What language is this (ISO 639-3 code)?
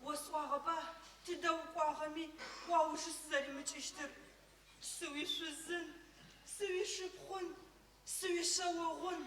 ady